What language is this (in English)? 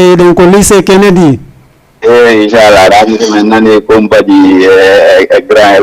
Fula